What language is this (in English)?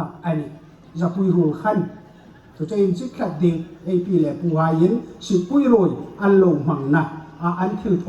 Hmar